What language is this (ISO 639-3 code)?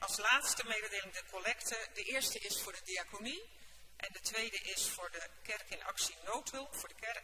nld